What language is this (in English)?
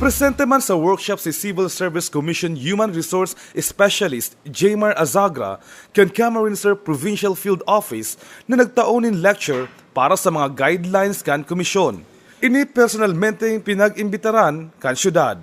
Bikol